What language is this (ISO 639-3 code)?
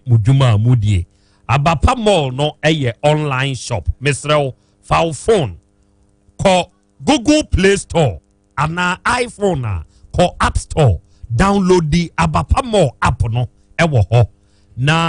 aka